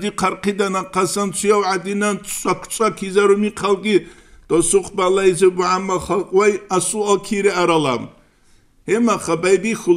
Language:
Avaric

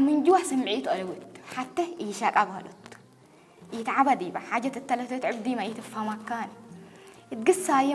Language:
Tigrinya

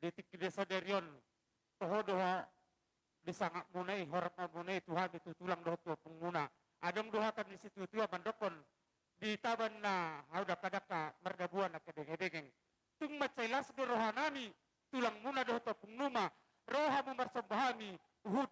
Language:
Batak Toba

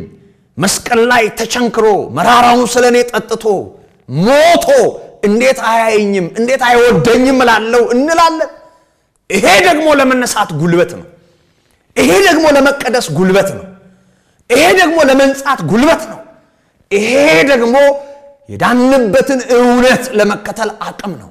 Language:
Amharic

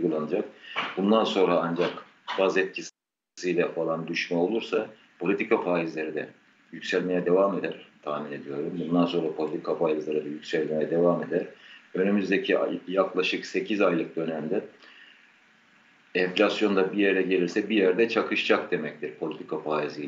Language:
Turkish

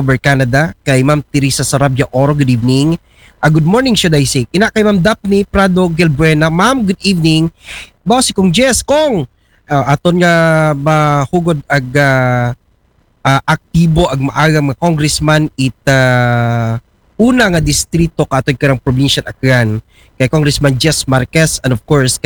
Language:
Aklanon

